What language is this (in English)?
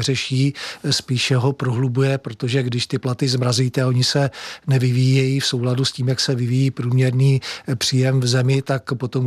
Czech